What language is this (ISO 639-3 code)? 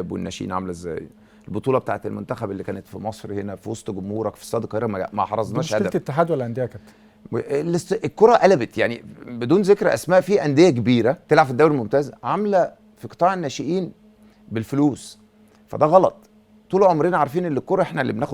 arz